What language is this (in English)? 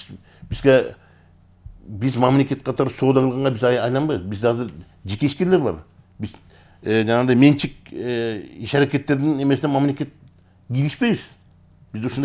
Kyrgyz